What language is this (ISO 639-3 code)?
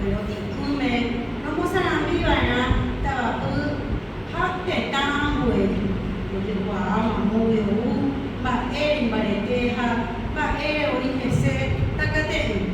grn